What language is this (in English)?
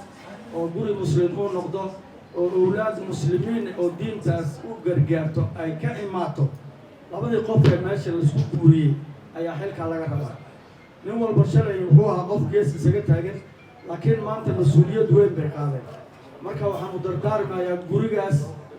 Somali